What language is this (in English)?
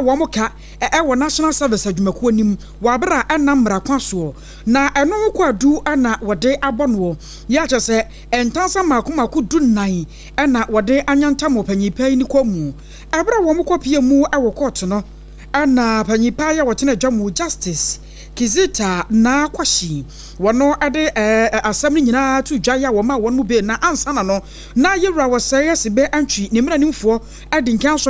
Akan